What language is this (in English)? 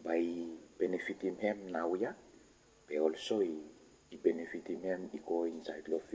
Bislama